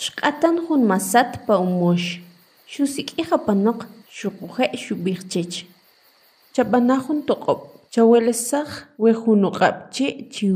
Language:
Kʼicheʼ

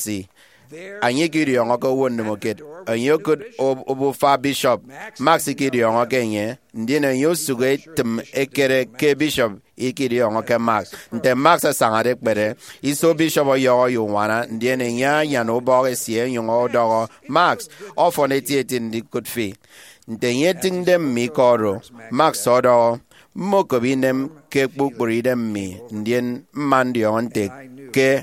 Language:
Efik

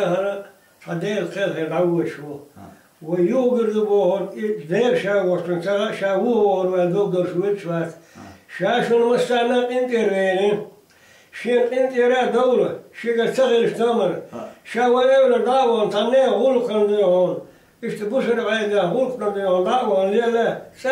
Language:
Chechen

